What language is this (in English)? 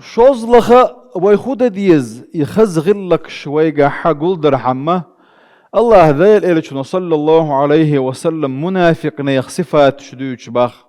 Chechen